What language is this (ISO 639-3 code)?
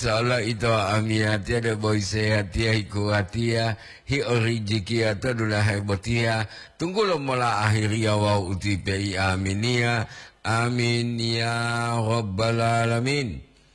gor